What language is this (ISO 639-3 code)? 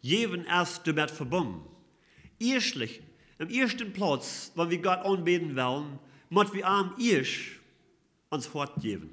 pdt